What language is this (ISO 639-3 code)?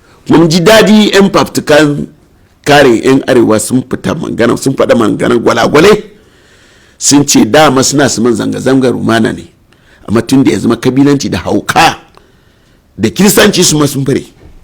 hau